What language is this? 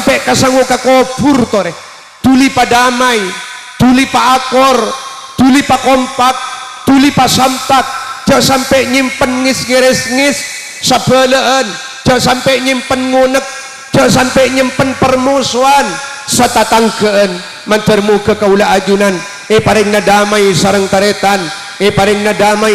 Madurese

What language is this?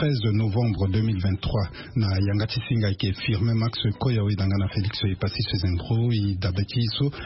Sango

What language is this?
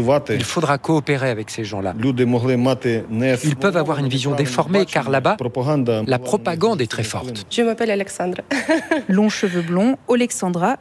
French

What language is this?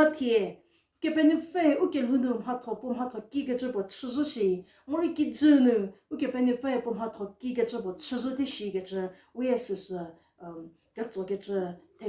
Angami Naga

